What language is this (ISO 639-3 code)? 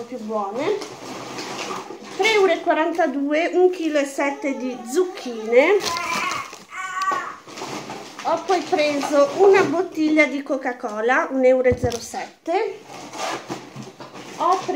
ita